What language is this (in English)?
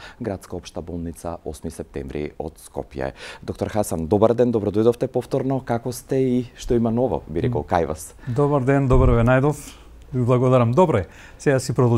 Macedonian